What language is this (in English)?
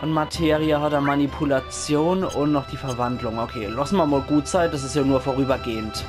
Palatine German